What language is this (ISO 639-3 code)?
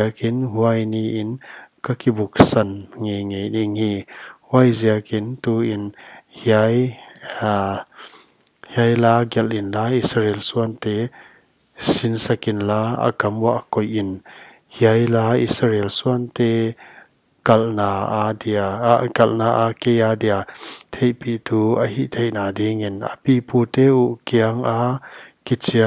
pck